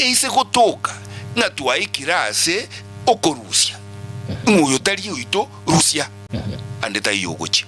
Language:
Gusii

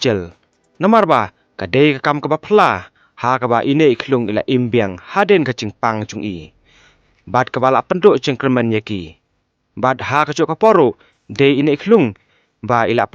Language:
Khasi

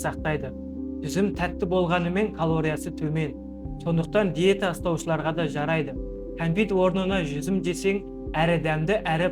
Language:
Kazakh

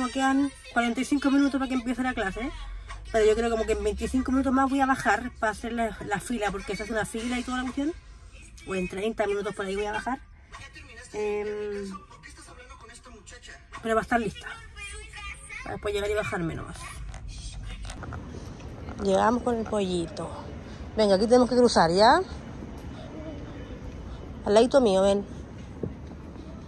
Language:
Spanish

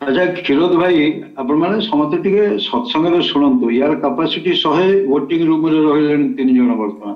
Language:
Odia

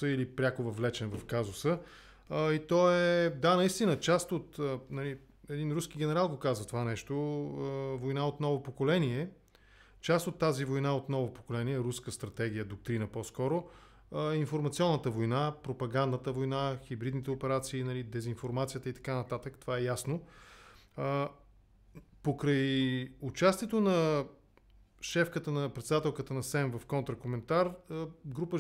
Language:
Bulgarian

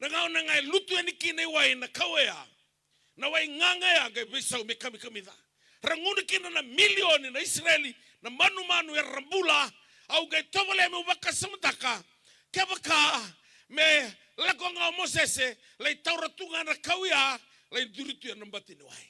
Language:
Fijian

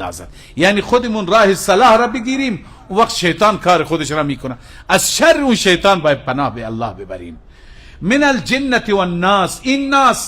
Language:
Persian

